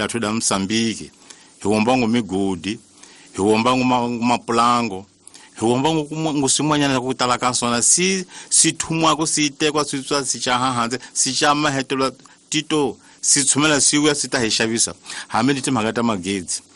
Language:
Tsonga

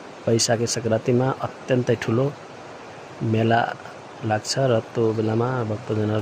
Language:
Nepali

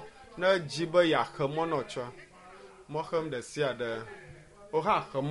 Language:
Ewe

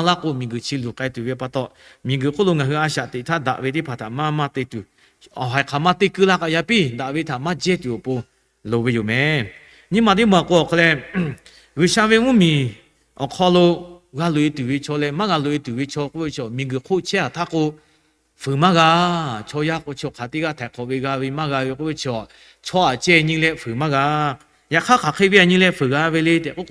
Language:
Lahu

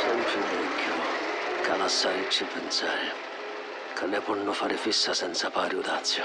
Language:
Sicilian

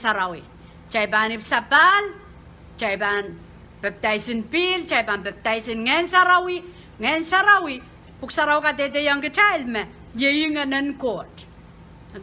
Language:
Pohnpeian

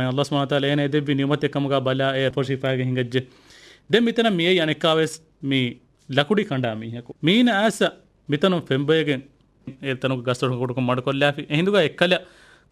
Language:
Divehi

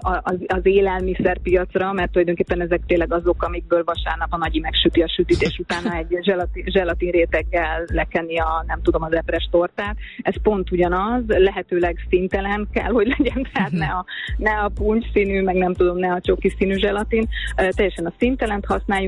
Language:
Hungarian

